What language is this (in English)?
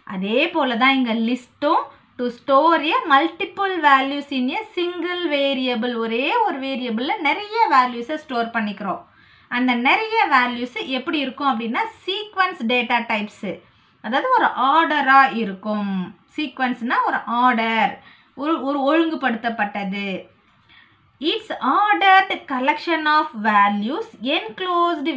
Tamil